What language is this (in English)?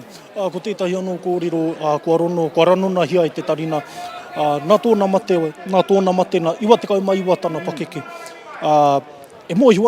Māori